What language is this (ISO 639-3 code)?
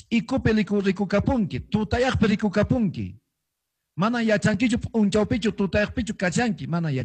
que